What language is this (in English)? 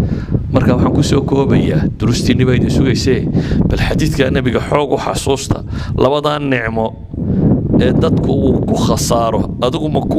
Somali